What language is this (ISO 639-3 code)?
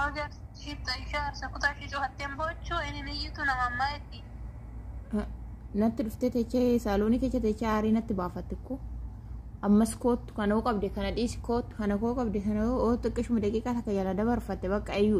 orm